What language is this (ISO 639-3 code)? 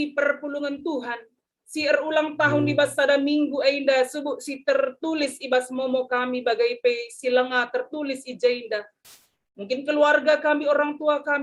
btx